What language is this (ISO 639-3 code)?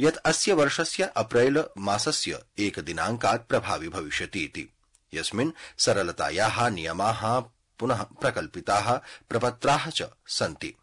san